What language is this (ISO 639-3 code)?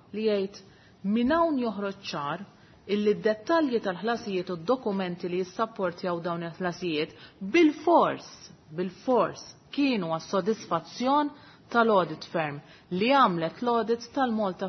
mlt